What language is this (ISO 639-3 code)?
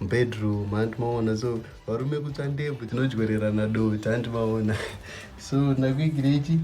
sna